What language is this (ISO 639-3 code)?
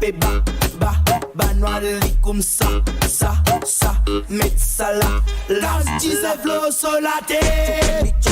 mfe